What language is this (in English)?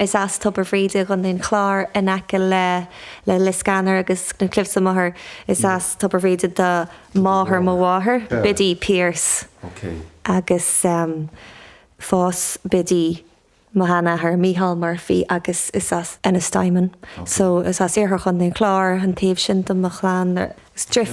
Irish